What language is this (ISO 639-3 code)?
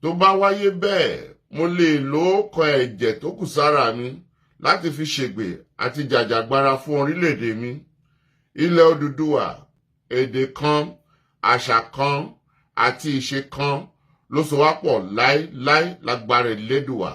yor